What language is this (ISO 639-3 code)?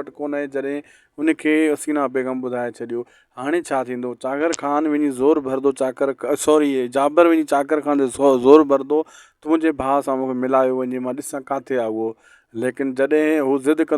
snd